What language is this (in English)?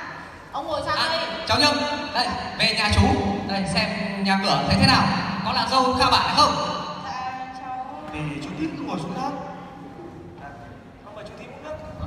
Vietnamese